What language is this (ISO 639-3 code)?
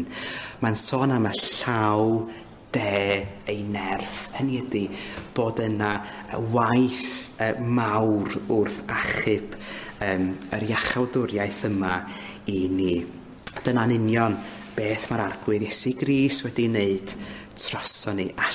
cym